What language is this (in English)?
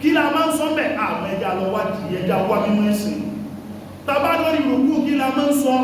Yoruba